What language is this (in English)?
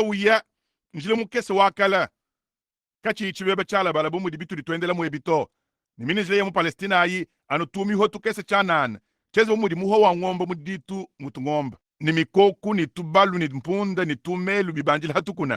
Luba-Lulua